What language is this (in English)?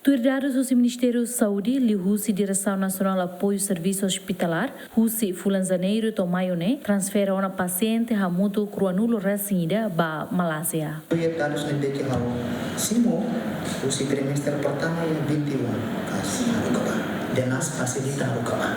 Tetum